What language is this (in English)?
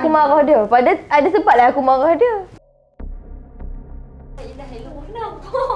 Malay